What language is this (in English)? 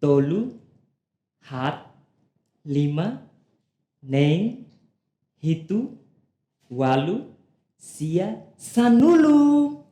Tetum